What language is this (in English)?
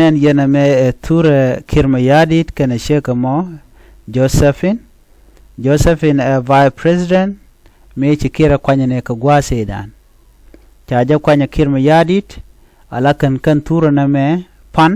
Nuer